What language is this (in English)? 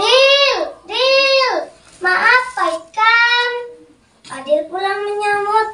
Banjar